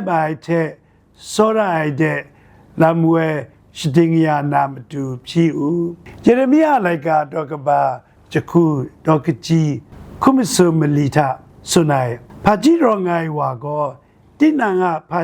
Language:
Kachin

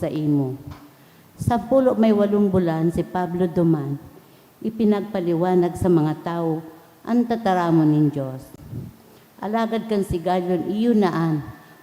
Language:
Bikol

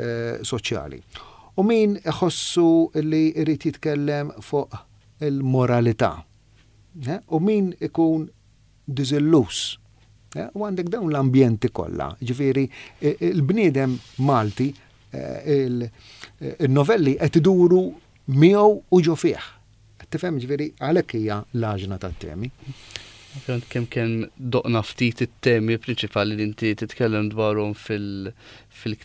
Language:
Maltese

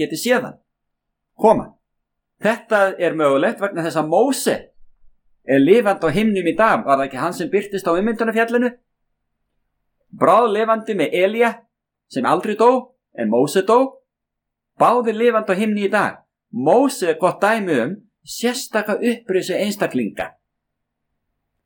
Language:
Icelandic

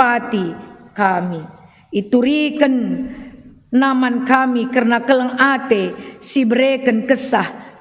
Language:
Batak Karo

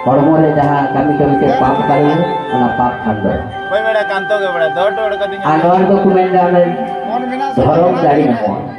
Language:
Santali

